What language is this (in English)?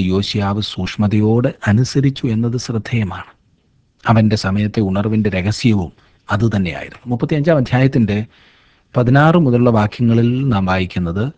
Malayalam